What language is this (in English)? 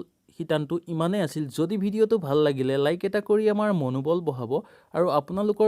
Assamese